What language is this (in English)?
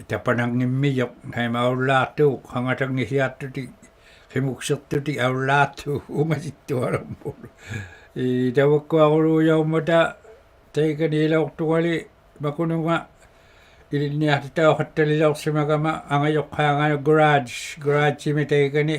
Inuktitut